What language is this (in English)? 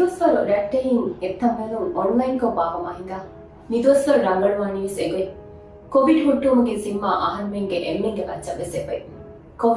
Divehi